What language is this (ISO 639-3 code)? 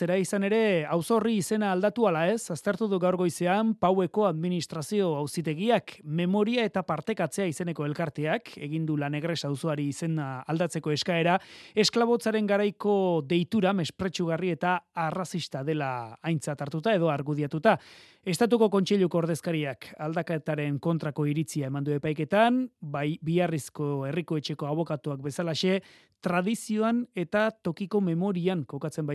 eus